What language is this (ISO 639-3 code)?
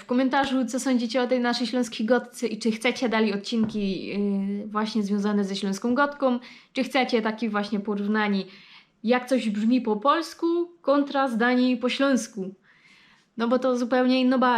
szl